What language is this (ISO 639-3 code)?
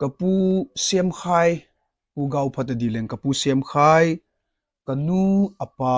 tcz